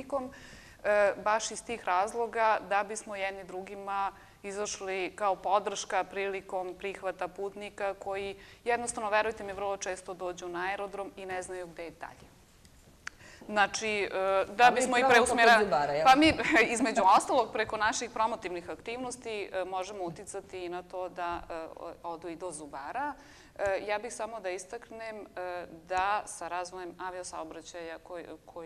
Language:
Serbian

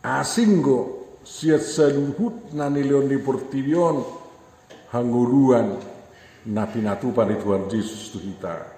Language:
Batak Toba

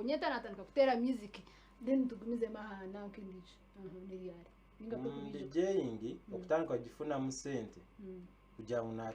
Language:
Nyankole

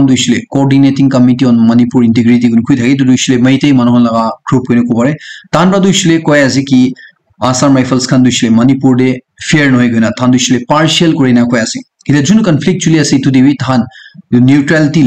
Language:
Naga Pidgin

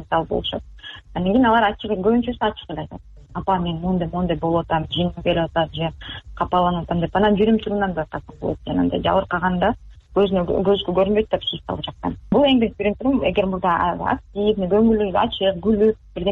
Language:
Kyrgyz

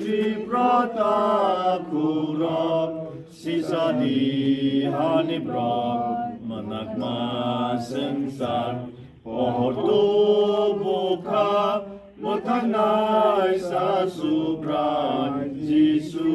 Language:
Kok Borok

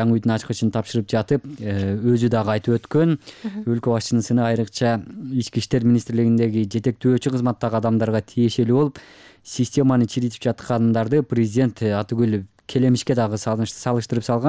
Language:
Kyrgyz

